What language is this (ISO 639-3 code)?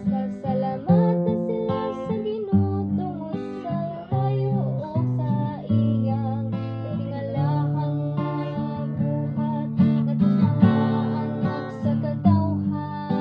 ceb